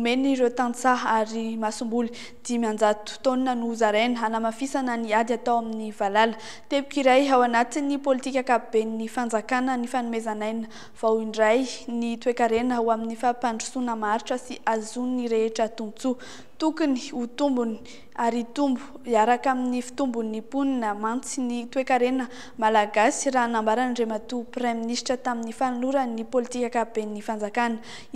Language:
Malagasy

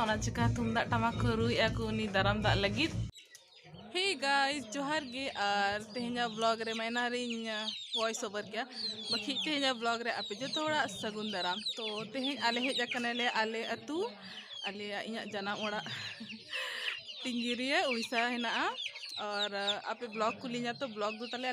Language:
Santali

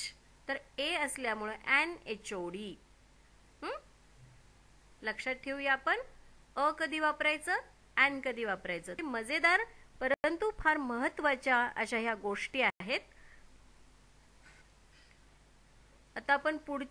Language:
Marathi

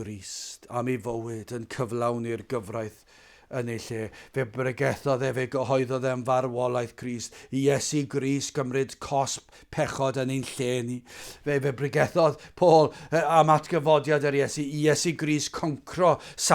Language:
Welsh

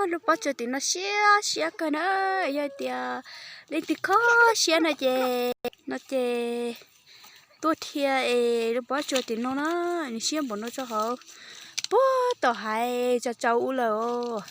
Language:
Hmong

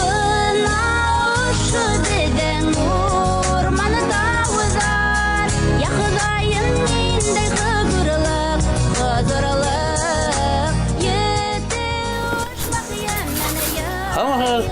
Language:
Bashkir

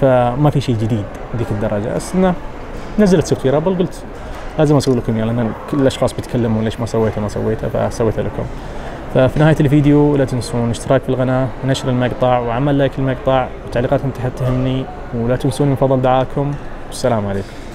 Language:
Najdi Arabic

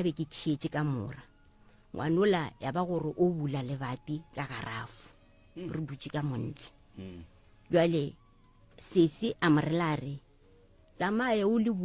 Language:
Northern Sotho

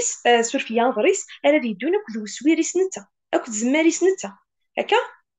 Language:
Kabyle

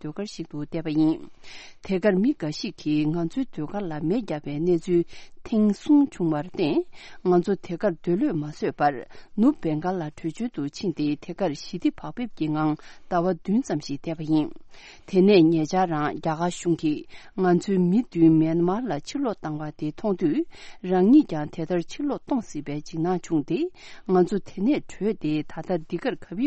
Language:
Tibetan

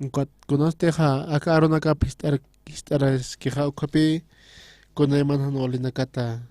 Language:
Aymara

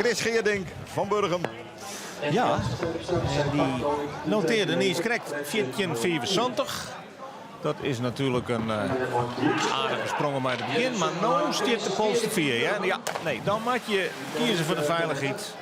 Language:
Western Frisian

